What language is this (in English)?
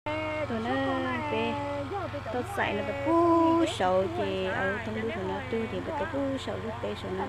Hmong